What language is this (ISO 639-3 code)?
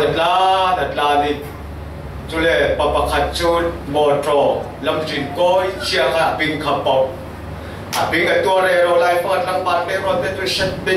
cfm